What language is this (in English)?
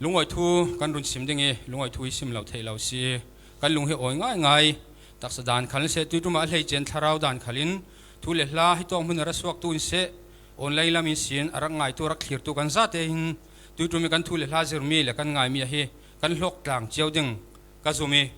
Falam Chin